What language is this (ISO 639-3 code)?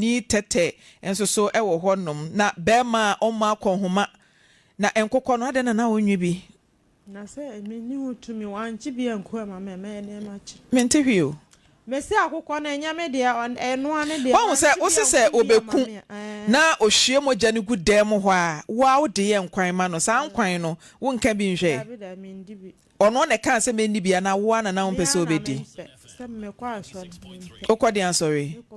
aka